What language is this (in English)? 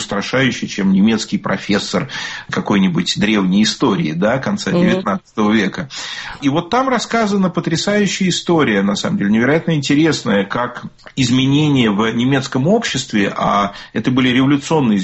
Russian